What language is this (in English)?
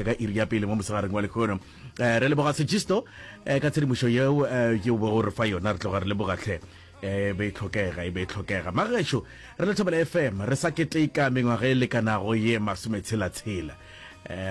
Northern Sotho